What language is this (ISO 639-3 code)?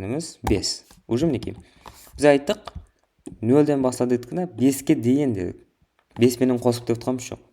kaa